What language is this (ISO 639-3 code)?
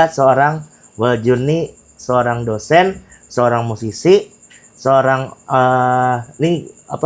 bjn